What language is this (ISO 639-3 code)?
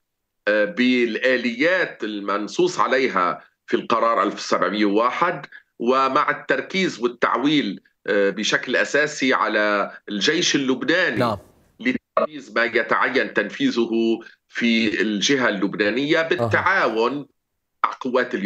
ara